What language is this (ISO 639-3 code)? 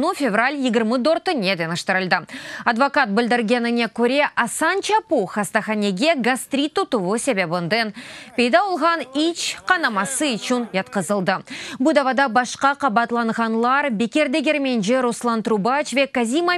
crh